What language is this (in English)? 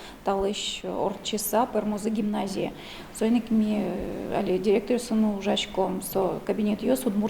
Udmurt